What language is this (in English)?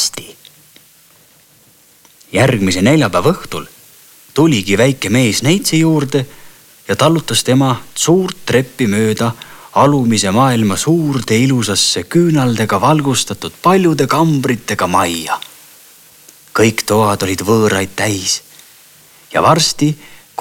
Estonian